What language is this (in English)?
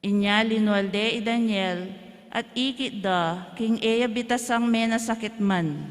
Pampanga